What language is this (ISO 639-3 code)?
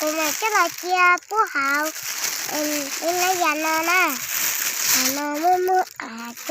hmn